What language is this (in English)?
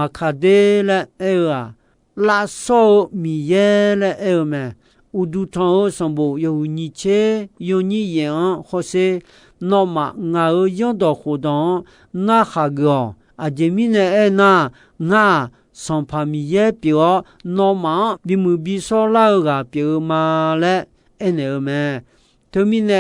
Akha